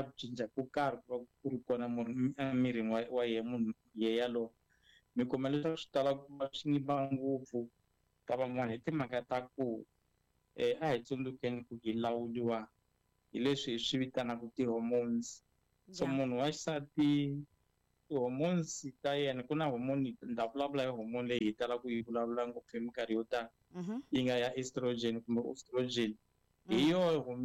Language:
Tsonga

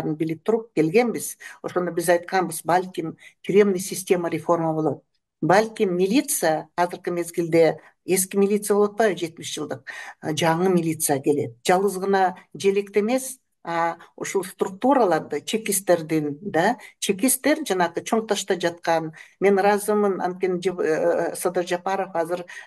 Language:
Kyrgyz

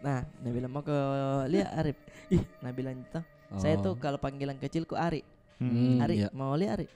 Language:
Makassar Malay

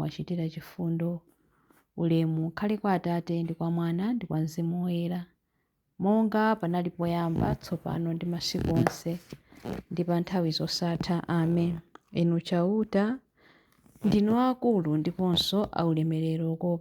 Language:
Nyanja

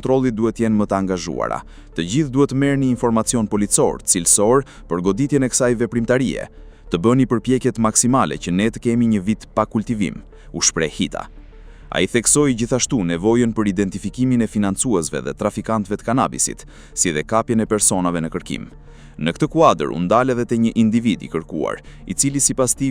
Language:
Albanian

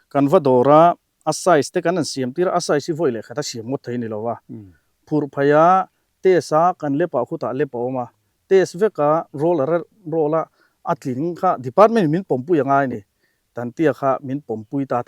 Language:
Mizo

